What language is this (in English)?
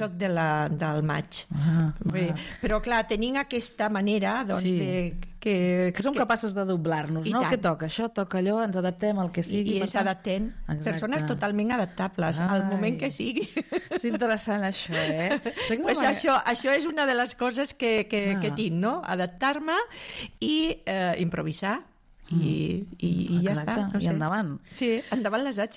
Catalan